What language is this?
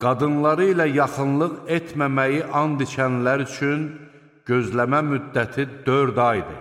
Azerbaijani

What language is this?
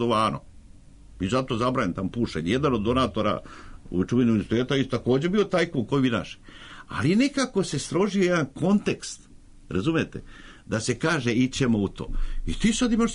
Serbian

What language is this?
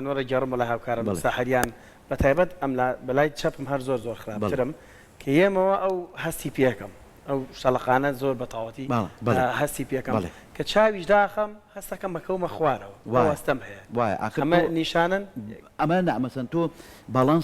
Central Kurdish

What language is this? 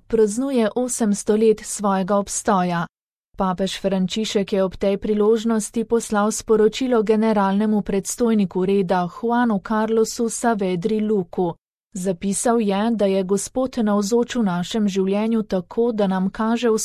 Slovenian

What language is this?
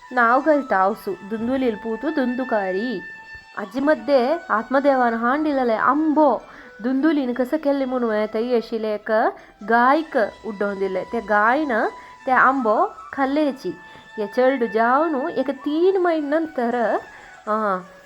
Konkani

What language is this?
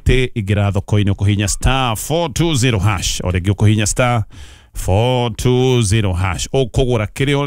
Kikuyu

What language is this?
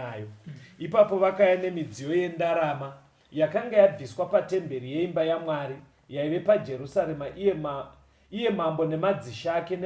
Shona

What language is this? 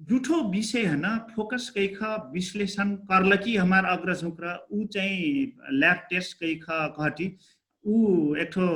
Dangaura Tharu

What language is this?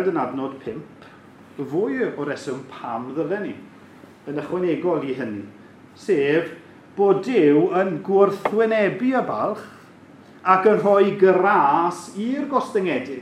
Welsh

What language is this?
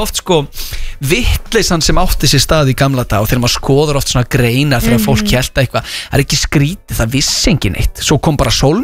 Icelandic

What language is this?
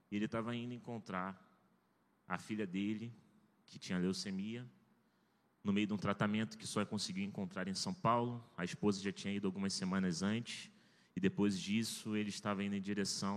Portuguese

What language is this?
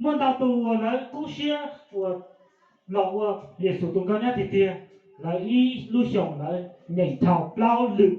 Hmong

